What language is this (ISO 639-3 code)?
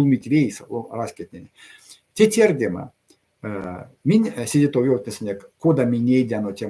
myv